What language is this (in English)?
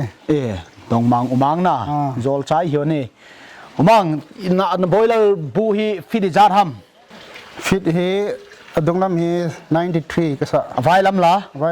Paite Chin